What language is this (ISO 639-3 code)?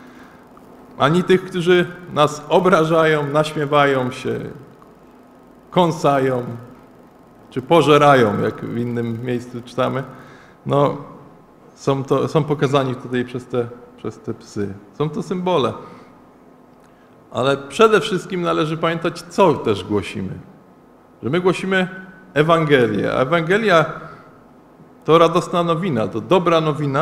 pol